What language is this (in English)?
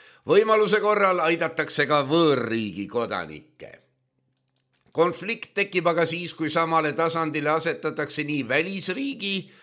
Estonian